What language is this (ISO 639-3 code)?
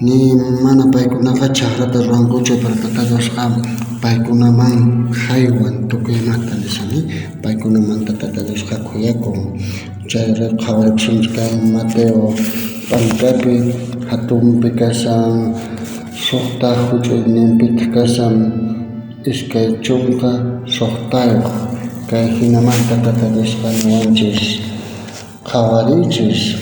quh